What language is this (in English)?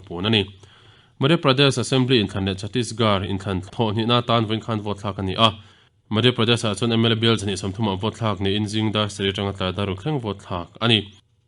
Mizo